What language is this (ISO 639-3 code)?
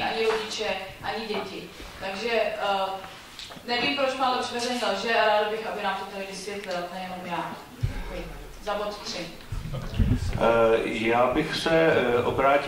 ces